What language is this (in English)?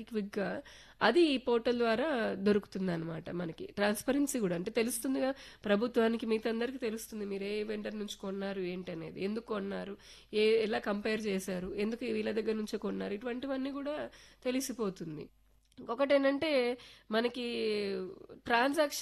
Telugu